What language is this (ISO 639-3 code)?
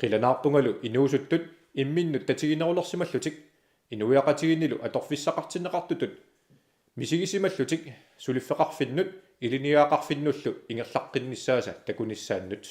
kal